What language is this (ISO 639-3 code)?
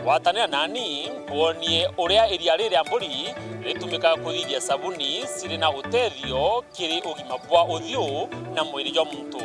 mer